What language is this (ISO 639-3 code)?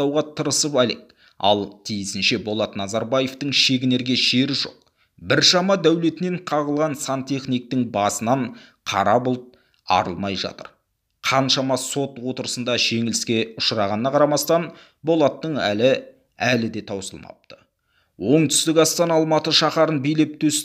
kaz